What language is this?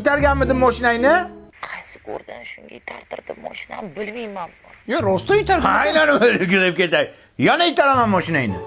Uzbek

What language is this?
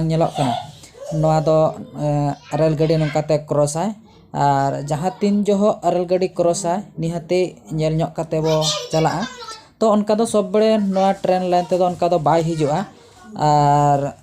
Santali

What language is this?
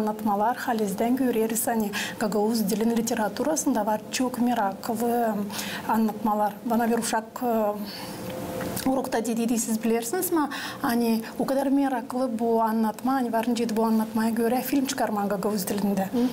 Gagauz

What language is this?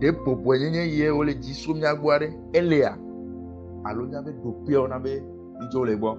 Ewe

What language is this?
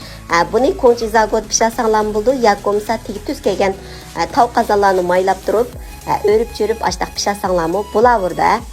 Uyghur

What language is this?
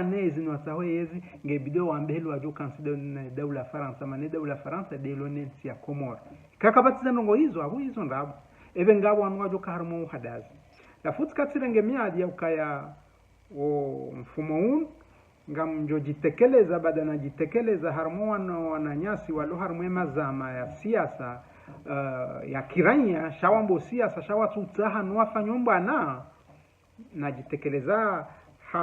Ngazidja Comorian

